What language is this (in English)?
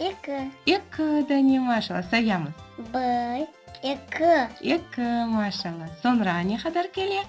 Crimean Tatar